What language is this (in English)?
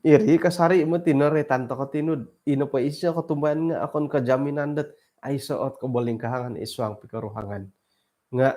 Central Dusun